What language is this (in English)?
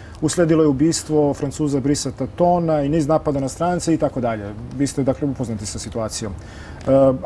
Serbian